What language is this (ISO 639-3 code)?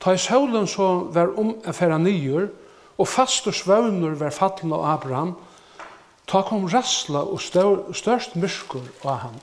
fao